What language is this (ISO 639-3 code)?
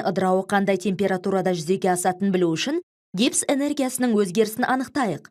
kaz